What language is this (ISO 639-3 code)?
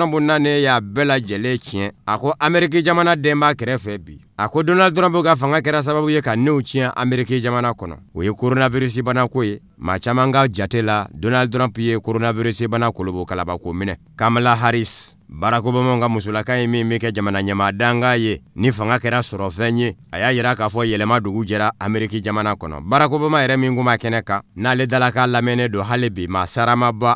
bam